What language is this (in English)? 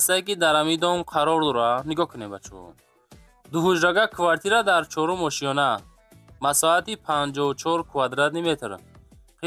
Tajik